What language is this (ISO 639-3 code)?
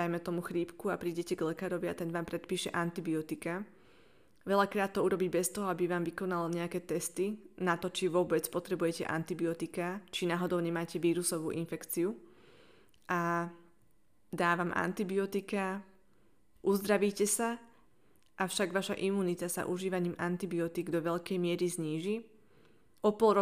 slk